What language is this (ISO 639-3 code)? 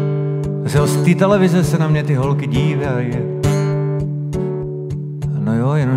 ces